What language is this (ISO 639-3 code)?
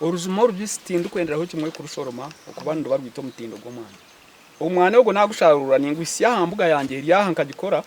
nyn